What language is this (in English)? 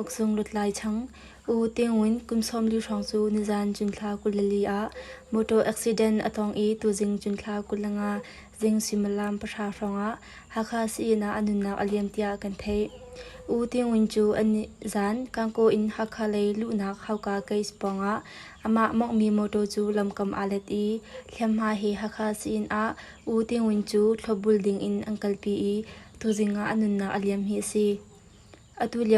Hakha Chin